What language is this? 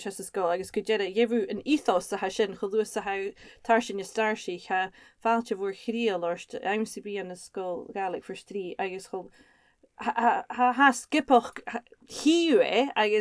Scottish Gaelic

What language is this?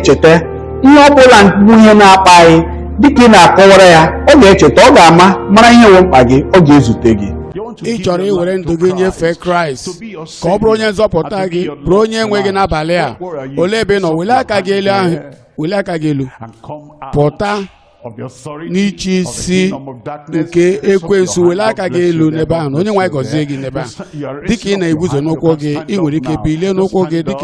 Igbo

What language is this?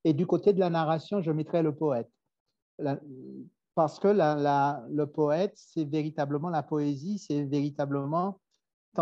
French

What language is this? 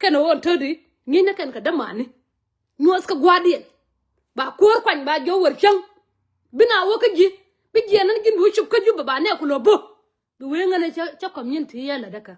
Nuer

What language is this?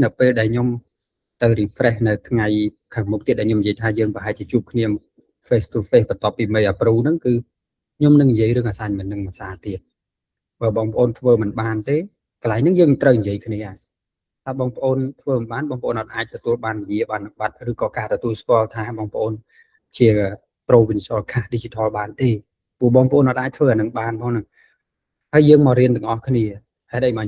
Khmer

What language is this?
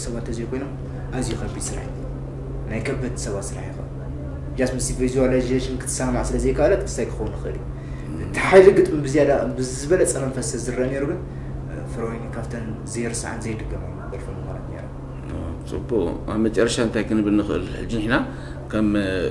Tigrinya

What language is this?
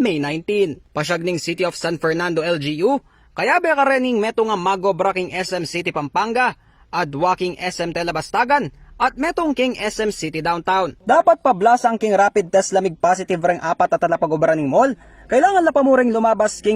Pampanga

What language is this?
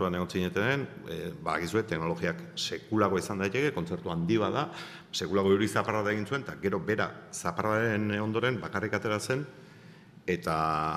Basque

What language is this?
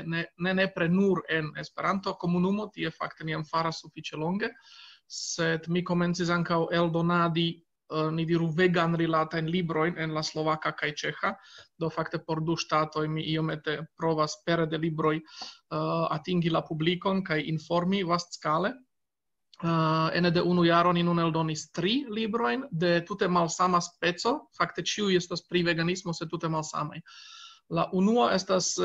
Esperanto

